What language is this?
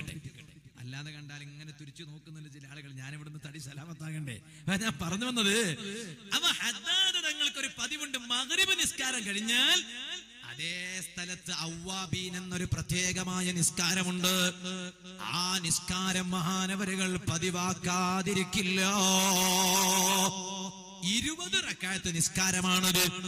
Malayalam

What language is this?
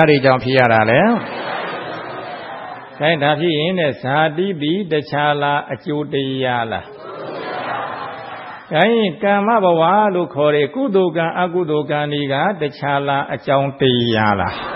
Burmese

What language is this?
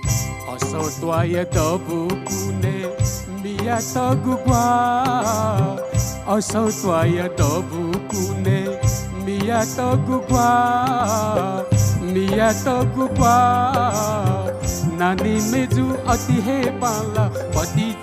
Newari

